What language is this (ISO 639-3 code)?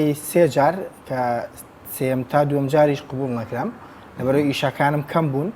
ckb